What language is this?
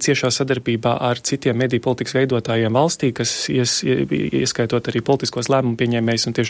Latvian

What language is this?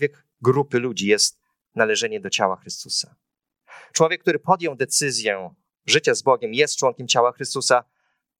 Polish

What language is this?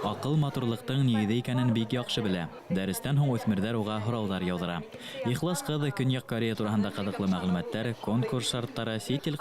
Bashkir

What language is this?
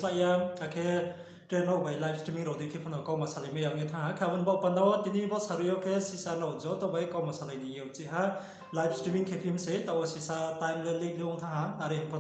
Riang (India)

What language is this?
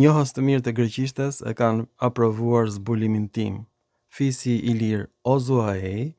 Albanian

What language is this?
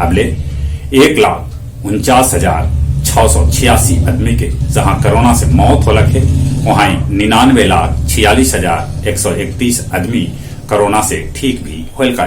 Magahi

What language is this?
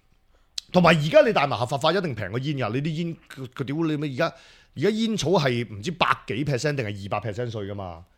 Cantonese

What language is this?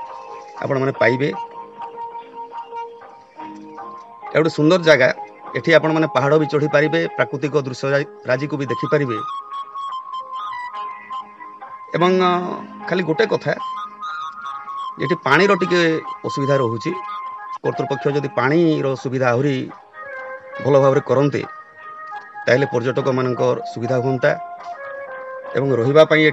Odia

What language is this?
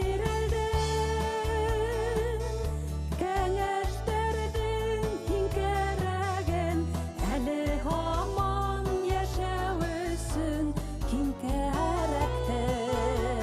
Bashkir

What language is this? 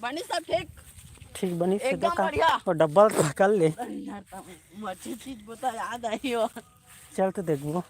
Chhattisgarhi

